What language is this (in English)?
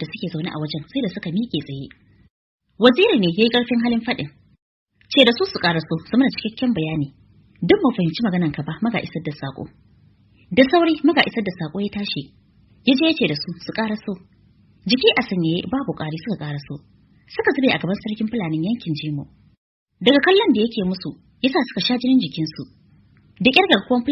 Hausa